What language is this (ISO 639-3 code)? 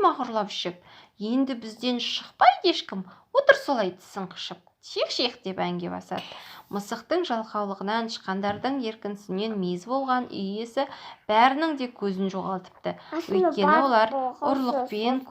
kaz